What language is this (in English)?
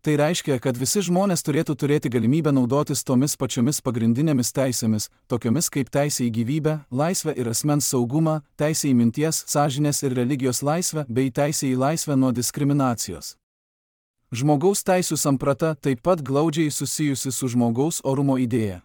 Lithuanian